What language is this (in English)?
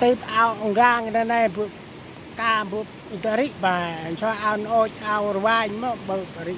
Central Mnong